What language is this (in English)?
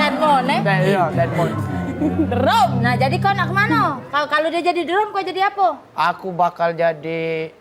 Musi